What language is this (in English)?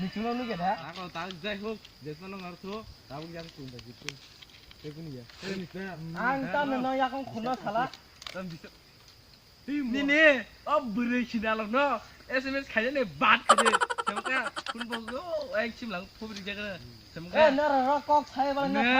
Kok Borok